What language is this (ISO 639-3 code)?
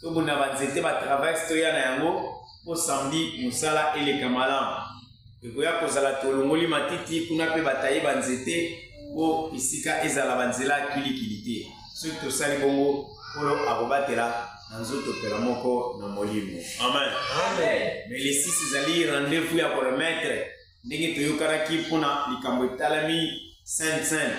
lin